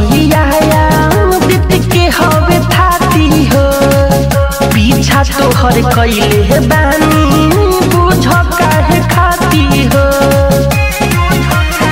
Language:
Bhojpuri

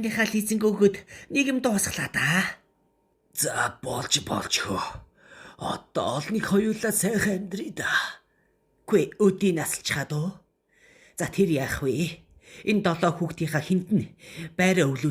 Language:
Mongolian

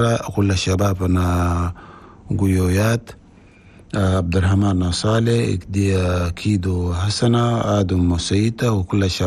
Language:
Chadian Arabic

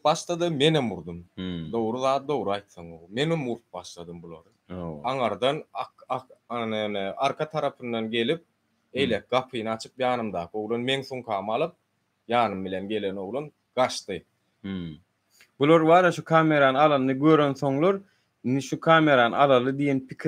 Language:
Turkmen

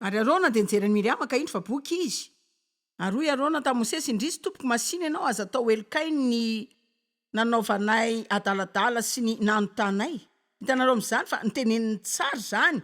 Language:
Malagasy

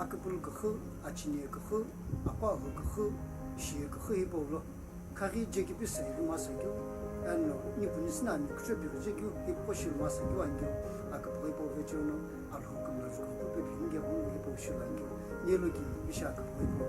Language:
Sumi Naga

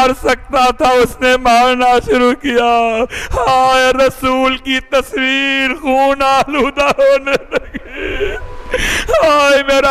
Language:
Urdu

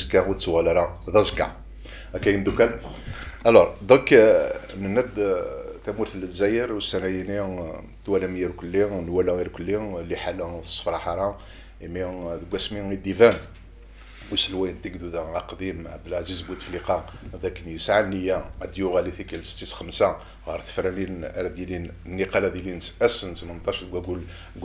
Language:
Kabyle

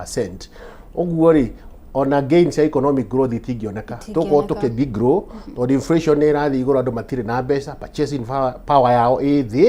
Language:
Kikuyu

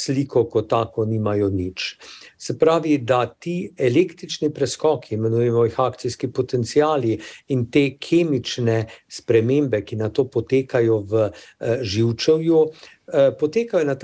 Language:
Slovenian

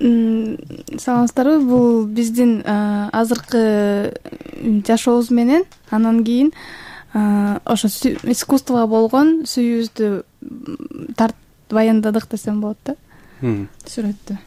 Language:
Kyrgyz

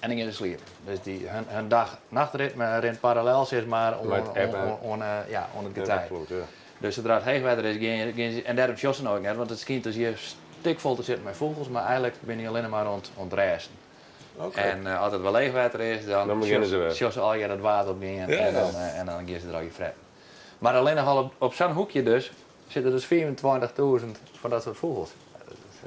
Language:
Western Frisian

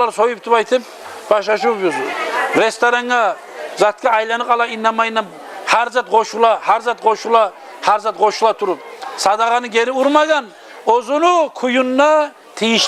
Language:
Kumyk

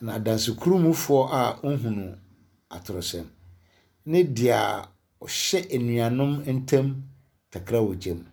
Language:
Akan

